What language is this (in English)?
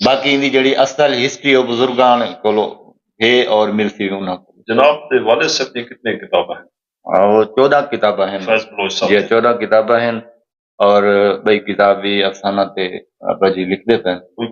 Saraiki